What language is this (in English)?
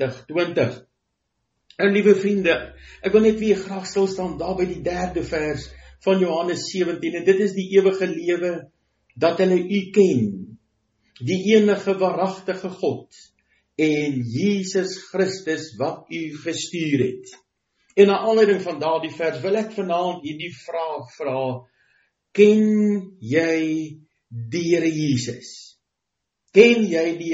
Afrikaans